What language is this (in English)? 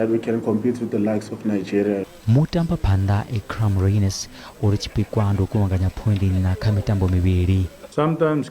Venda